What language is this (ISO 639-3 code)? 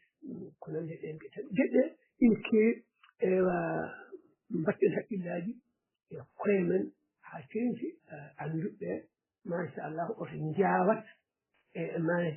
ful